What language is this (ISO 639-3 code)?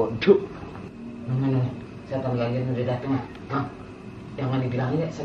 bew